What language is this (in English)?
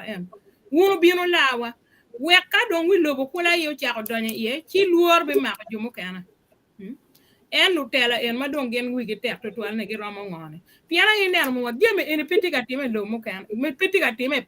Acoli